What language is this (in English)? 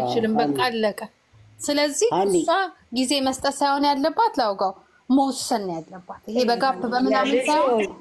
Amharic